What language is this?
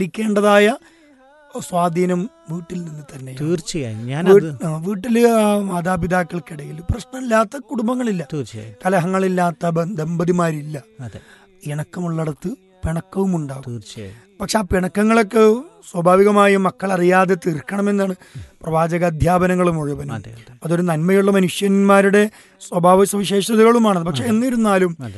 Malayalam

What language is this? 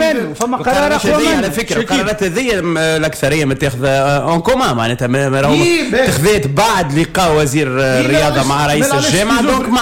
Tunisian Arabic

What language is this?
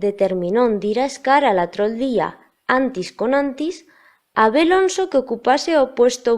Aragonese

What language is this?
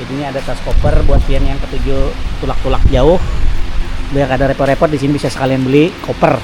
Banjar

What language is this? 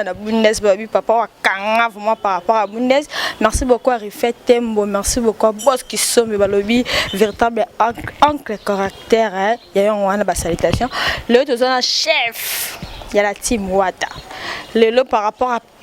Lingala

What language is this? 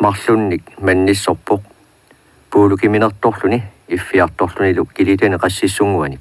Kalaallisut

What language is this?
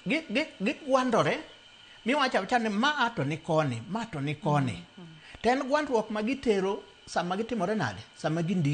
Luo (Kenya and Tanzania)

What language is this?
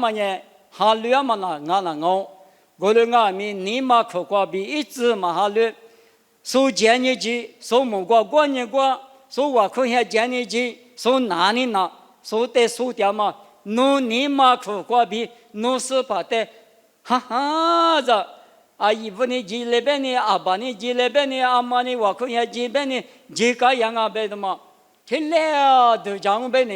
Lisu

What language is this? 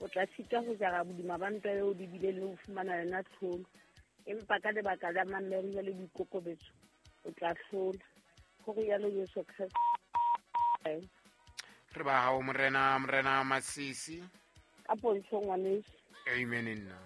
Southern Sotho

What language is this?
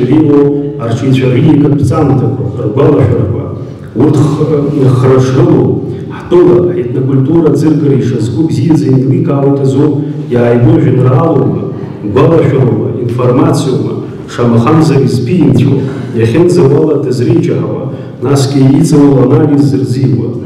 Abkhazian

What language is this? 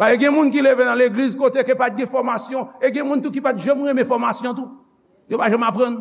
Haitian Creole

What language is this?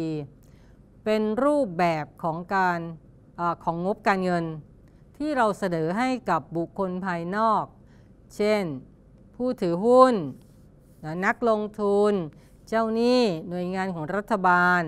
Thai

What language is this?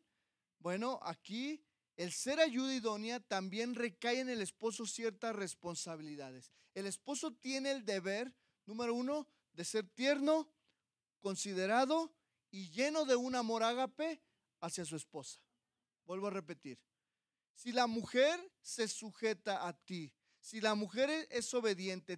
Spanish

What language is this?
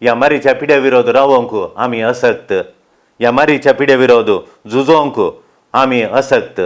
Konkani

